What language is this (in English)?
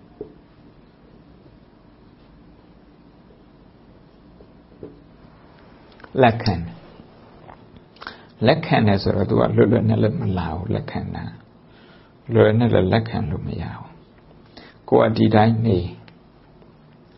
Burmese